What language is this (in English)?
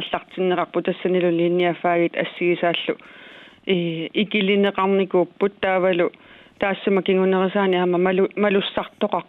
Kalaallisut